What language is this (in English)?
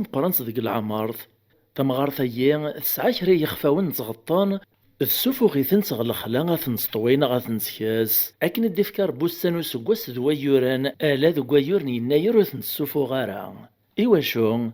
Kabyle